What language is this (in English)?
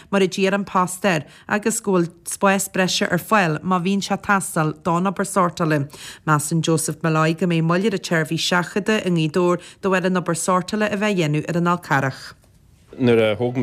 Irish